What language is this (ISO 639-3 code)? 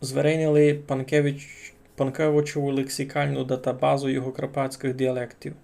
rue